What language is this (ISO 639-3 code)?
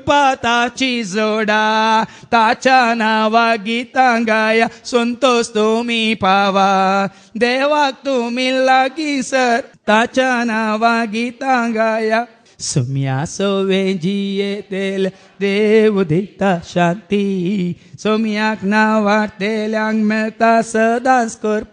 kok